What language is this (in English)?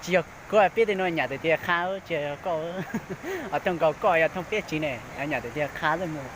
Hmong